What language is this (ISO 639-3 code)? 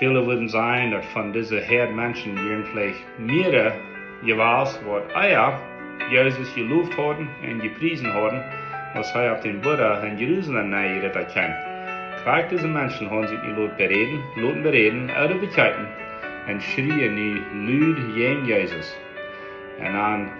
pdt